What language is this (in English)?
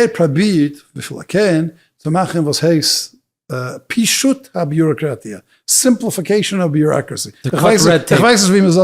Yiddish